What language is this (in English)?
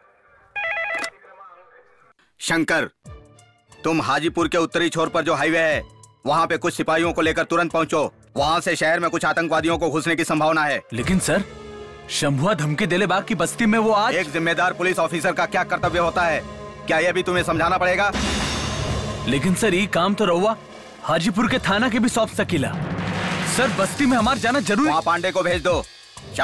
Bhojpuri